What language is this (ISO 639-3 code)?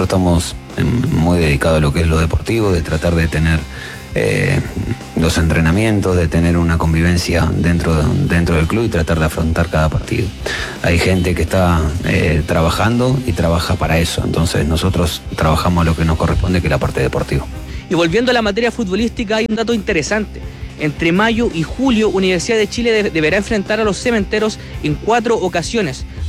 spa